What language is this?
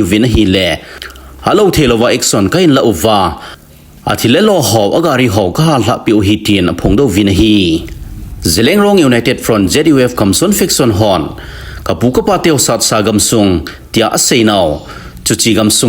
Thado Chin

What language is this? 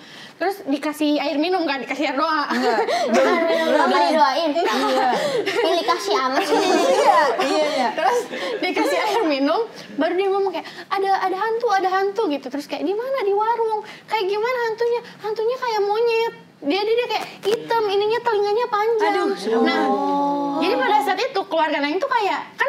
Indonesian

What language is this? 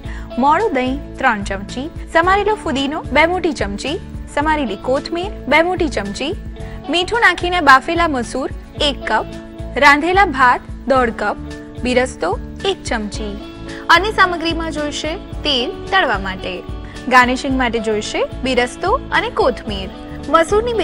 Gujarati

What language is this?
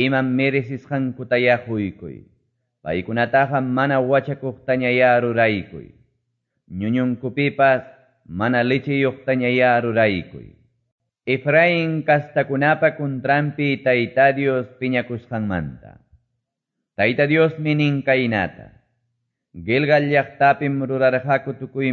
Quechua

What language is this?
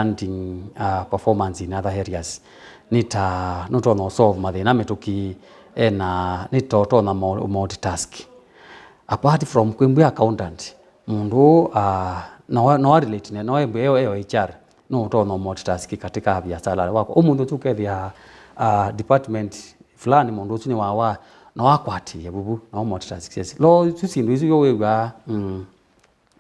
Kamba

